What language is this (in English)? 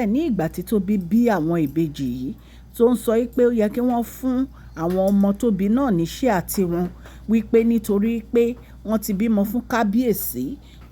Yoruba